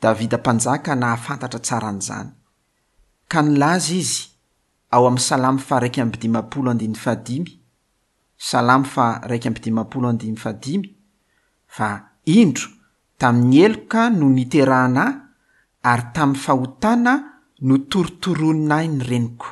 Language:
Malagasy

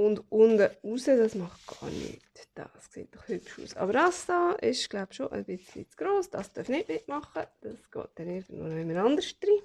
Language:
Swiss German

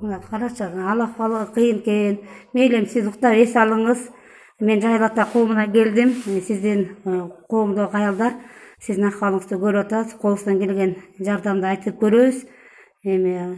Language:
Kyrgyz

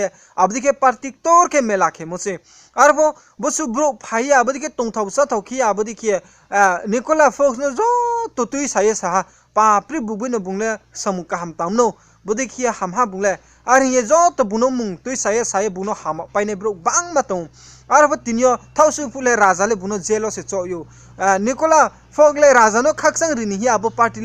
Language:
Riang (India)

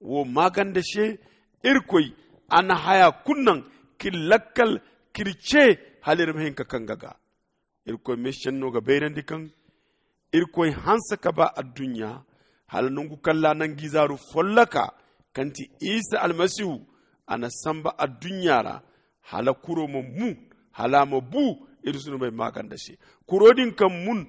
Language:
Zarma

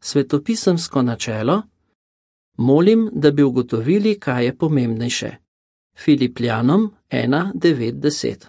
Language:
Slovenian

